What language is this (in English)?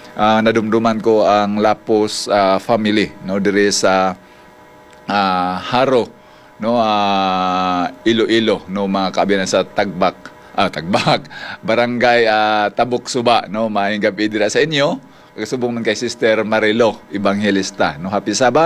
Hiligaynon